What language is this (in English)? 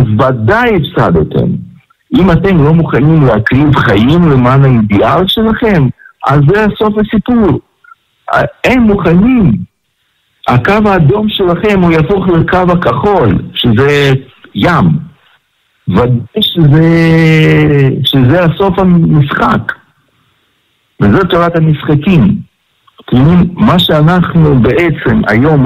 Hebrew